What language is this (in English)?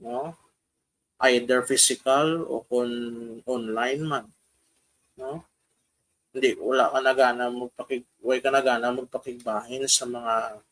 Hiligaynon